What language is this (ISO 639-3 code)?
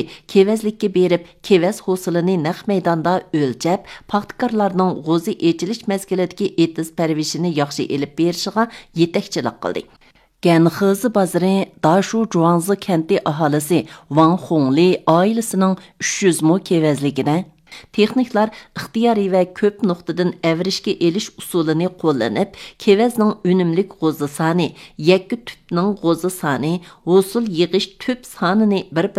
uig